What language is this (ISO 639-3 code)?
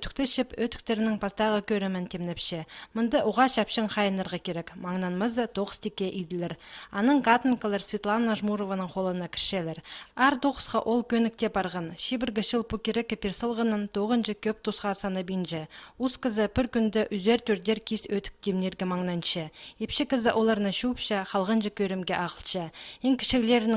kjh